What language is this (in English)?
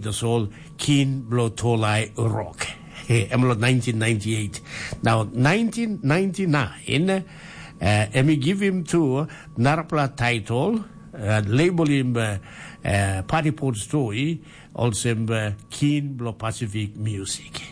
Tok Pisin